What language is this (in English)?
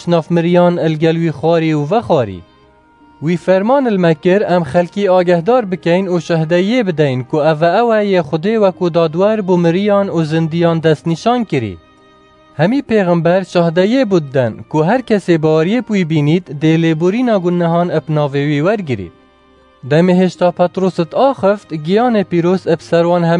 Kurdish